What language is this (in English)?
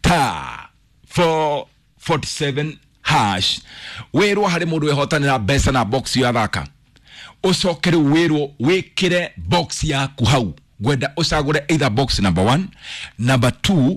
Kikuyu